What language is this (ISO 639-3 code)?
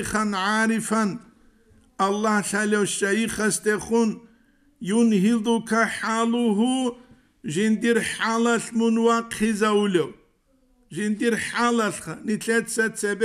ava